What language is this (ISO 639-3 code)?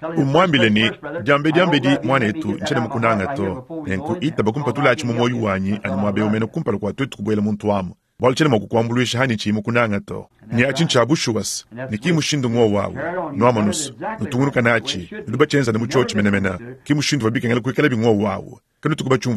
lua